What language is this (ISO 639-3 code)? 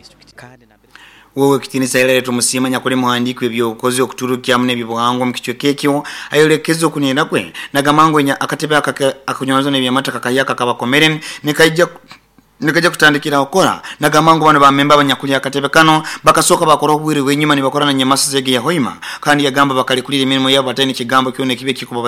nyo